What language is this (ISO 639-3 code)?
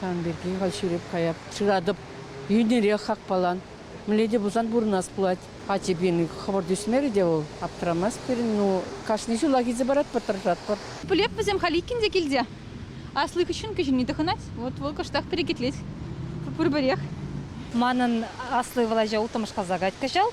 chv